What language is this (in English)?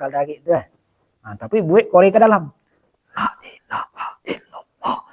Minangkabau